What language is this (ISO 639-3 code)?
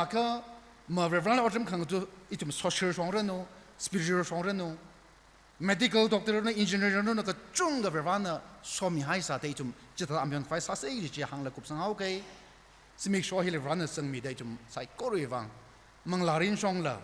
nmf